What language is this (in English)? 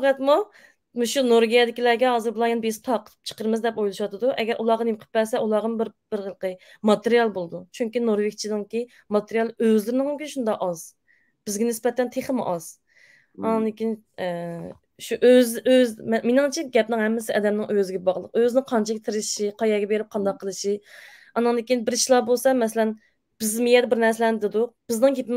Uyghur